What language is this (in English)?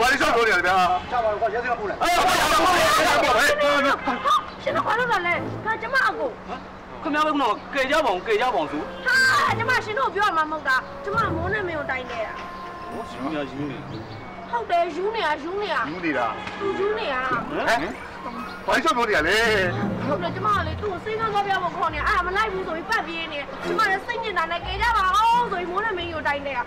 Burmese